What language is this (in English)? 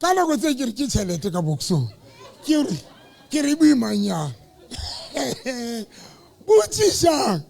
Southern Sotho